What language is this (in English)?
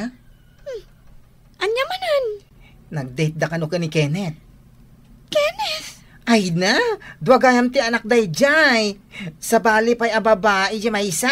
Iloko